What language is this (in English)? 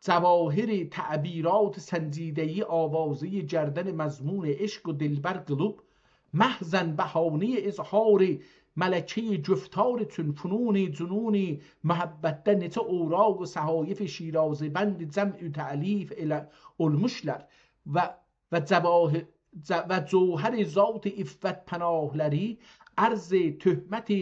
South Azerbaijani